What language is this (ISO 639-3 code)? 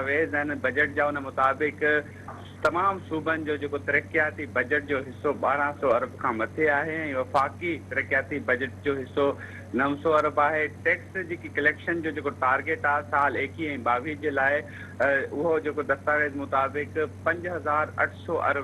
snd